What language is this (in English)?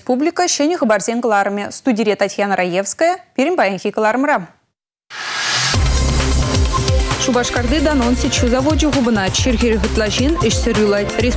Chuvash